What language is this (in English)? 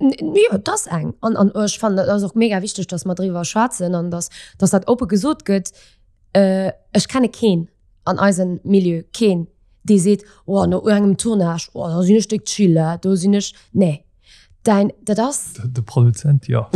Luxembourgish